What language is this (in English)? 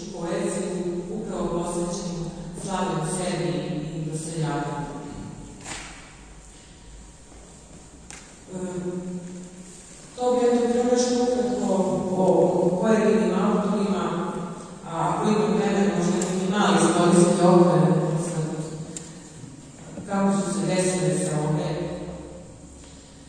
Serbian